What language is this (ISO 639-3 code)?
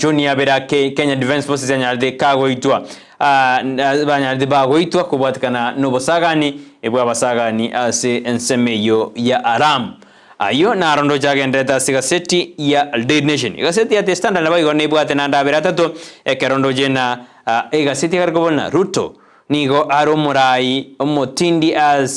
guz